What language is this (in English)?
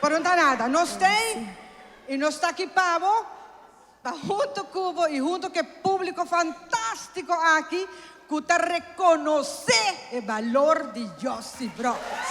Papiamento